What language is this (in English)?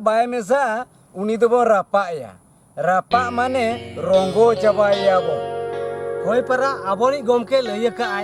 Santali